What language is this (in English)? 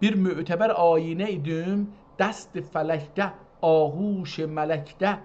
South Azerbaijani